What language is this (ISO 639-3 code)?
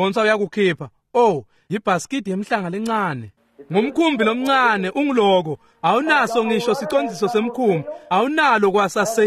ssw